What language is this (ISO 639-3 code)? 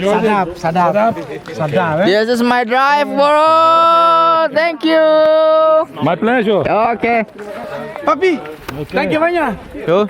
abs